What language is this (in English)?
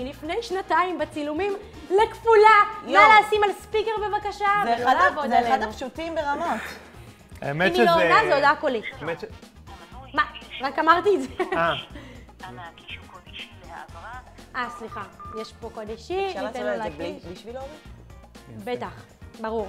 Hebrew